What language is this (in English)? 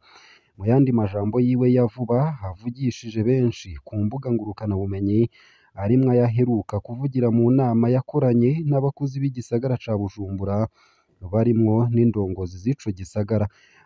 Rundi